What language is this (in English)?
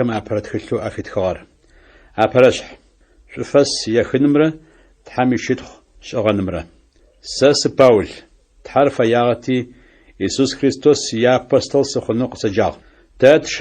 Adyghe